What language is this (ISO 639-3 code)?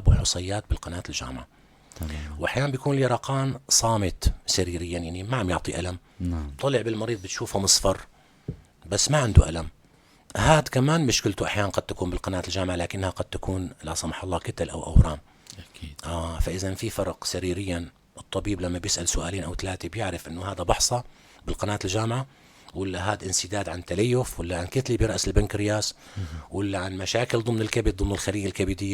apc